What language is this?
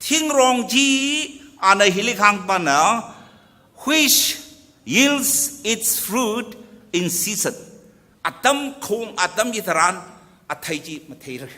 Tangkhul Naga (India)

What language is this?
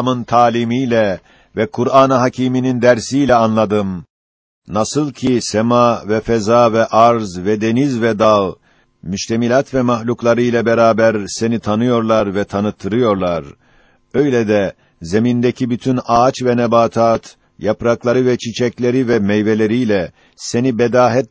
Turkish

